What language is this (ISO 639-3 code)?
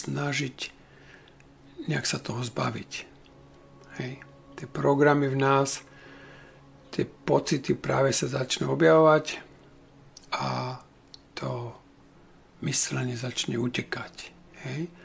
slk